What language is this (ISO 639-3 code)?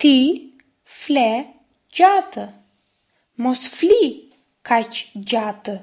sqi